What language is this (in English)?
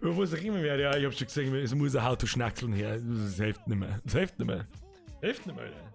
Bavarian